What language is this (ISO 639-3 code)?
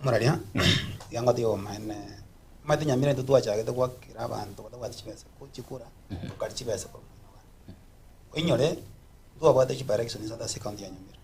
guz